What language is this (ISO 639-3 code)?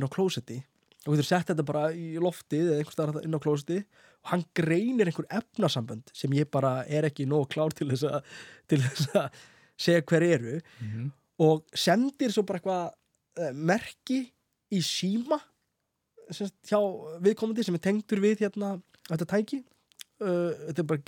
isl